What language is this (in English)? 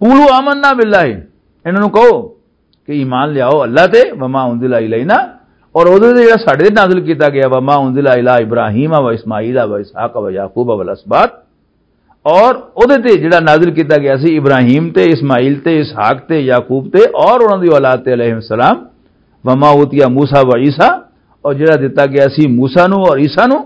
Western Panjabi